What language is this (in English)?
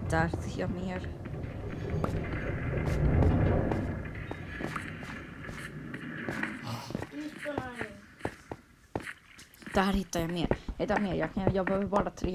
Swedish